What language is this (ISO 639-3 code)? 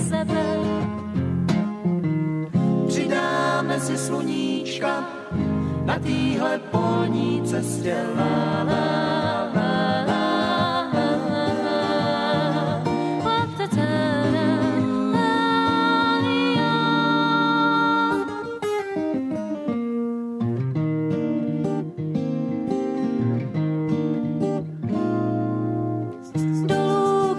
ces